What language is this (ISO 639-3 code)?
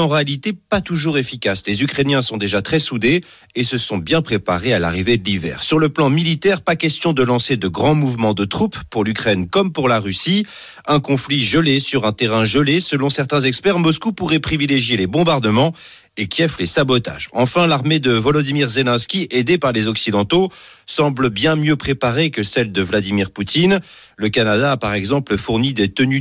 fra